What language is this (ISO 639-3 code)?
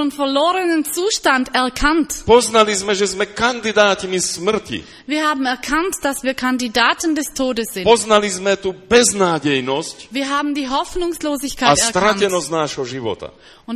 slk